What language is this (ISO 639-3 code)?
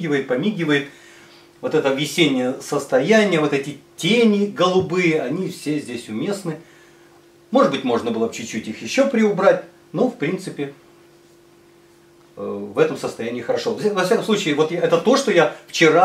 rus